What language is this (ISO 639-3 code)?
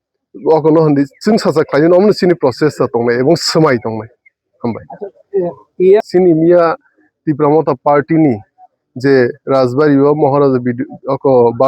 trp